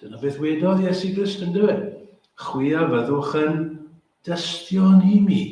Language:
Welsh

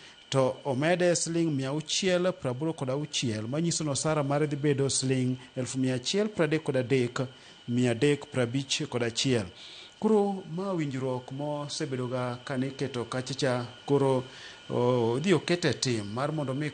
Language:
Luo (Kenya and Tanzania)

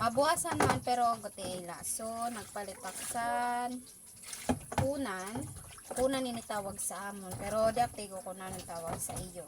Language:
Waray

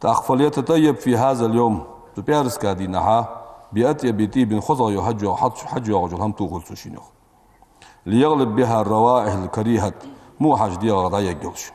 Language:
Ingush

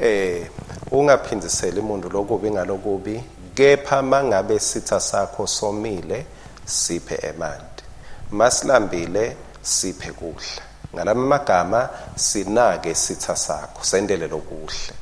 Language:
Swati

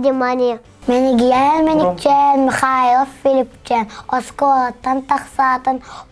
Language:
Yakut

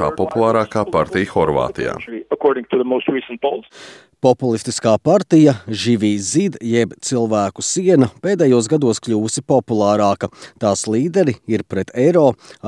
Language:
Latvian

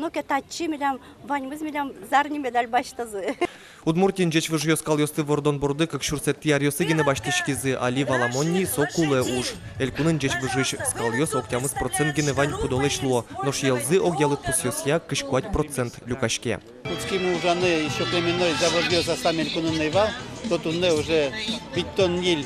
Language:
Udmurt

